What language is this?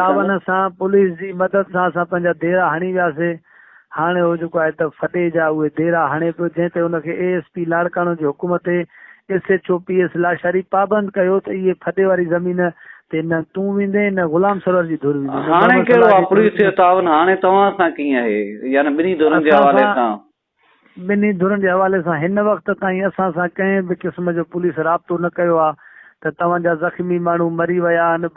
Sindhi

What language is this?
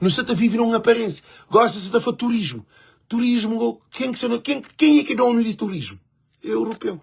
Kabuverdianu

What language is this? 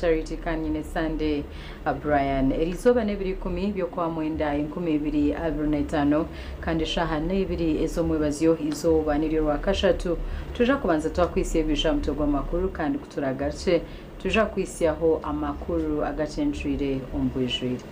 Nyankole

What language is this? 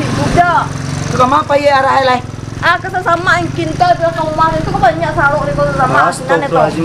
Minangkabau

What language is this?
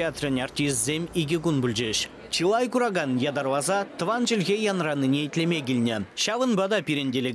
Chuvash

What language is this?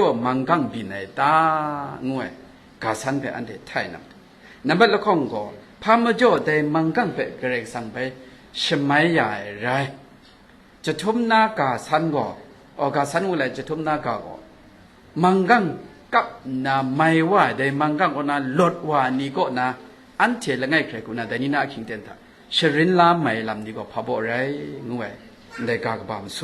Kachin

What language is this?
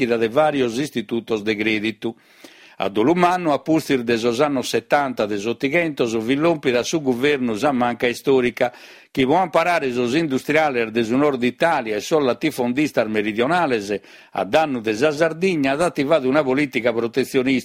Sardinian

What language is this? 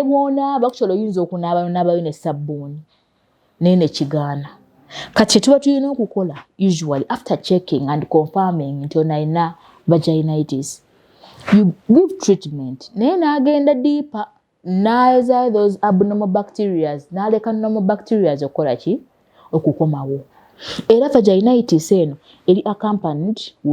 Ganda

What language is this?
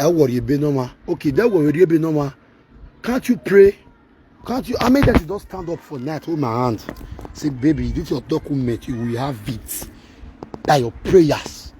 Nigerian Pidgin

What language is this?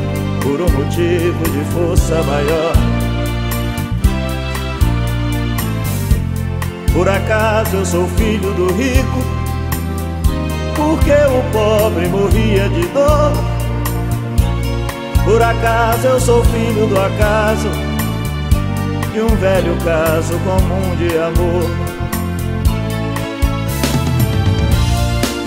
Portuguese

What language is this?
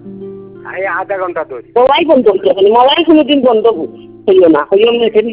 Bangla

